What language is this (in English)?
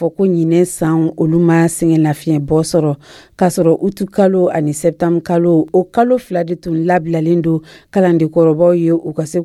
Dyula